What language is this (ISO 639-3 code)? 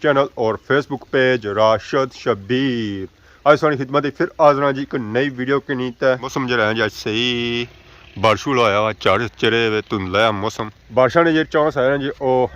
phr